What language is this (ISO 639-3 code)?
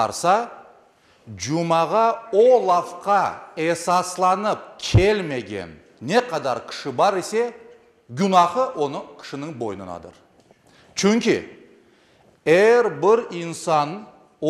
crh